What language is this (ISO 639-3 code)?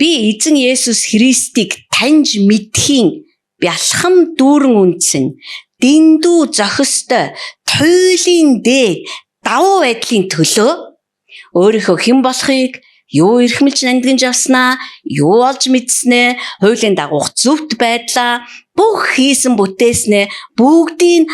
mon